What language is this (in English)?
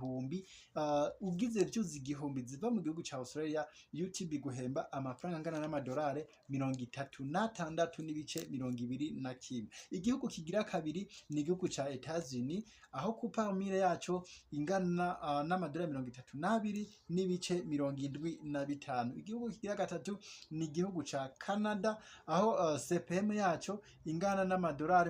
Rundi